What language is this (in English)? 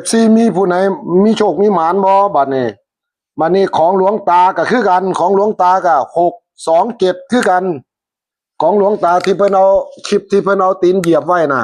Northeastern Thai